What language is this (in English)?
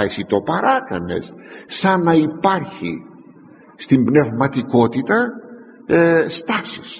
Greek